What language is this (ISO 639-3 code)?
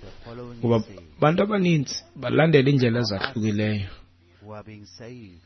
xho